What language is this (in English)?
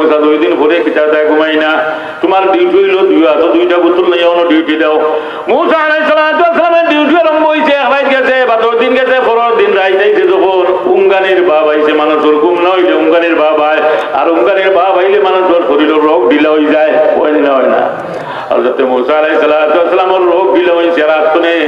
Sylheti